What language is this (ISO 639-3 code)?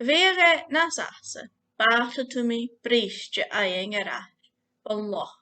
gla